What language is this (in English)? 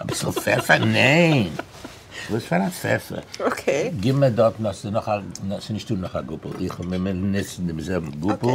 Yiddish